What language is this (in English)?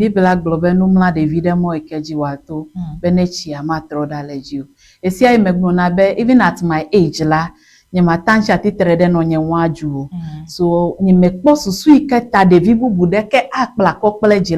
Ewe